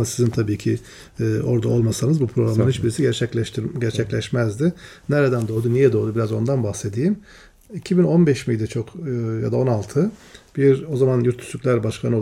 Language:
Turkish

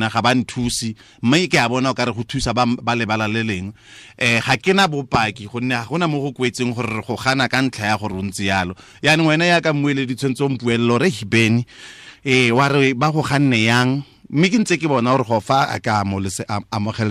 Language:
Tswana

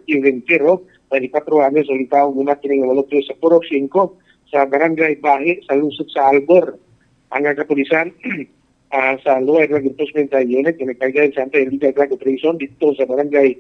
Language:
Cebuano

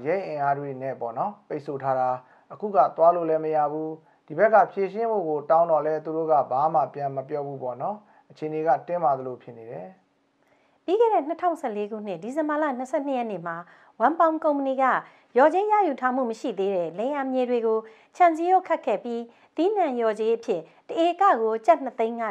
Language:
Burmese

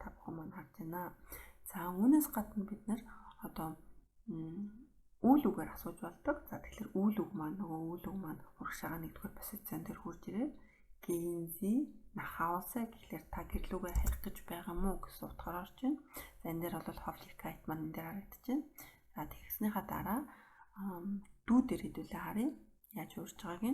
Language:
Mongolian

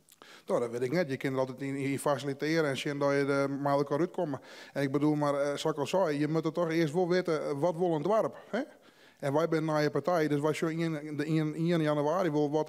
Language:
Western Frisian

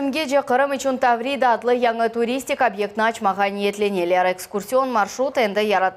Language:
Crimean Tatar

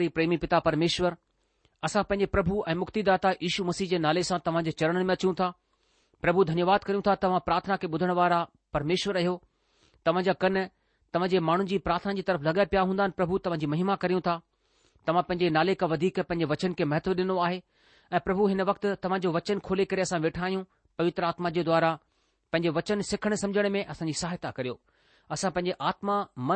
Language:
Sindhi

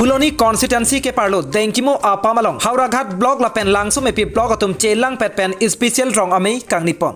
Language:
Karbi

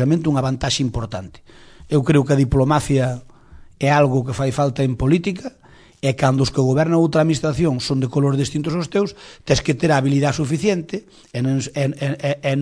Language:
Galician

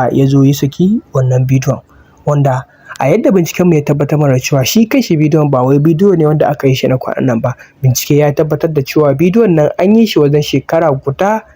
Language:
Hausa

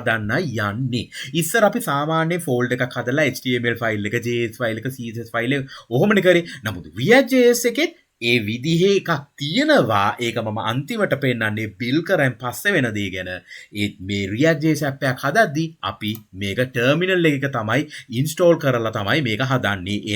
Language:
Sinhala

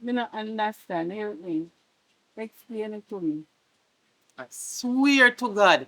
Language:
Jamaican Creole English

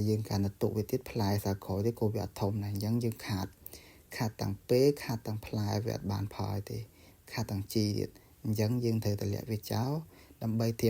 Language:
Khmer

